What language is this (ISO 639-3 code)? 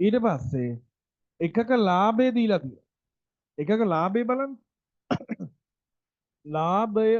sin